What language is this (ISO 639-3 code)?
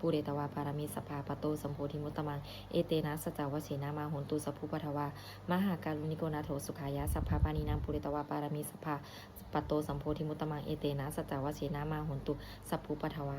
pli